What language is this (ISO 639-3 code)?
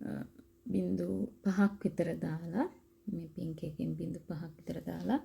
sin